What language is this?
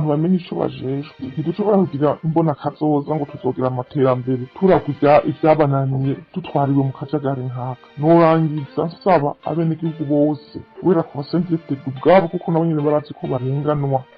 Rundi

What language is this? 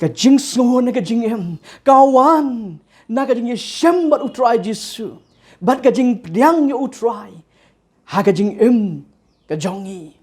Khasi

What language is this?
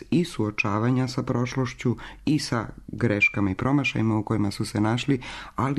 Serbian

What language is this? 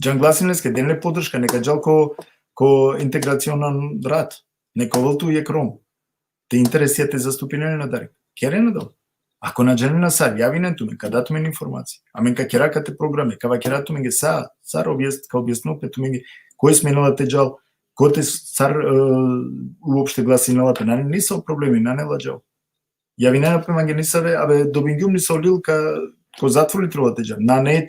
Balkan Romani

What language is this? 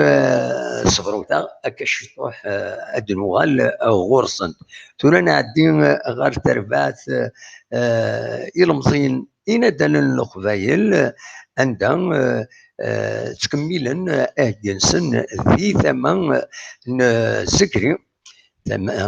Kabyle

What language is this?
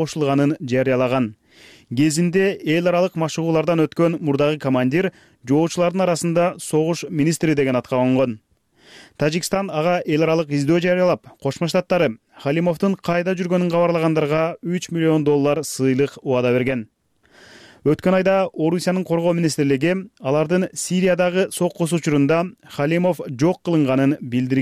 Kyrgyz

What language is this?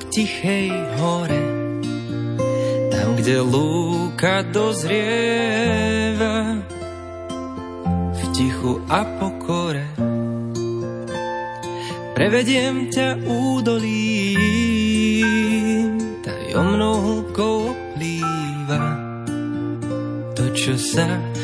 Slovak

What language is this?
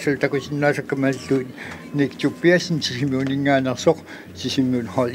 Kalaallisut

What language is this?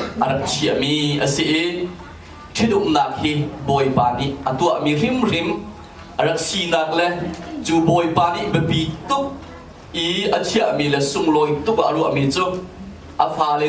Hakha Chin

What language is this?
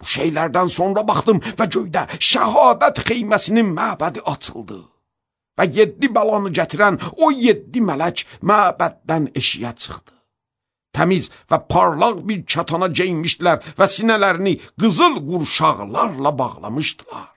Azerbaijani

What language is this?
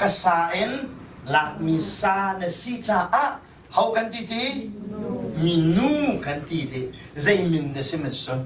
Hakha Chin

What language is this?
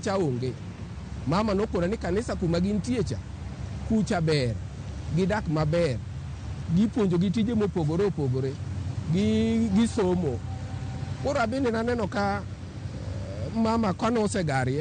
Luo (Kenya and Tanzania)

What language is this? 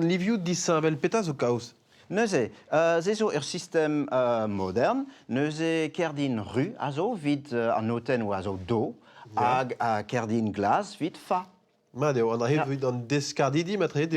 Breton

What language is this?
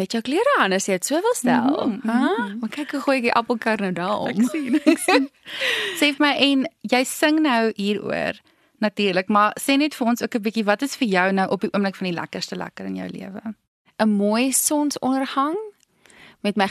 Afrikaans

